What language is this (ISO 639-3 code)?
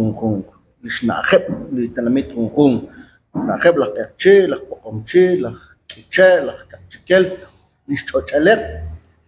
kek